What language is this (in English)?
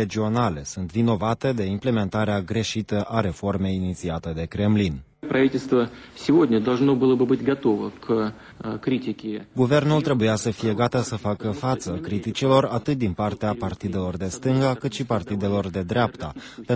Romanian